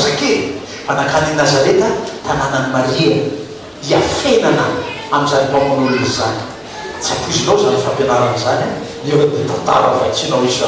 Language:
Malagasy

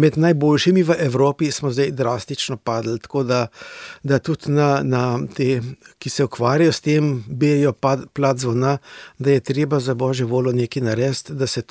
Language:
Slovenian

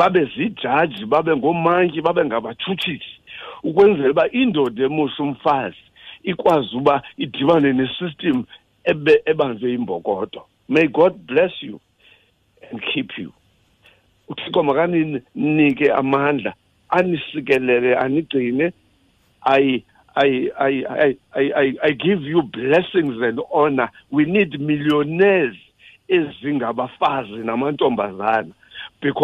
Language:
Xhosa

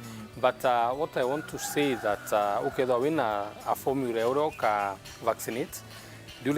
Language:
Meru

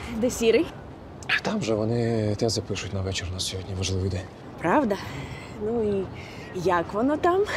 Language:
Ukrainian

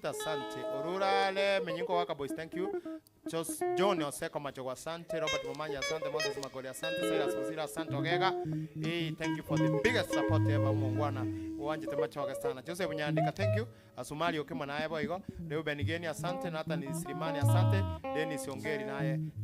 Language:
Gusii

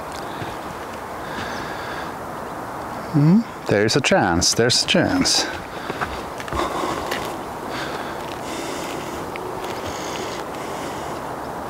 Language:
Finnish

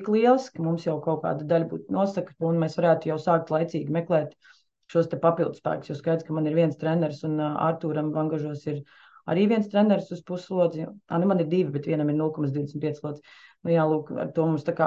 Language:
Latvian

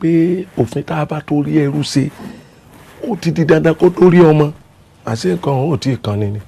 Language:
Yoruba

